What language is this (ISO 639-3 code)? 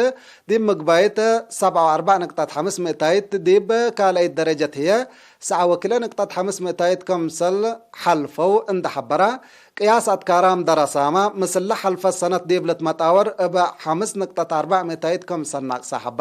tig